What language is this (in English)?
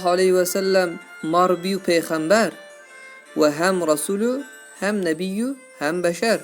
Zaza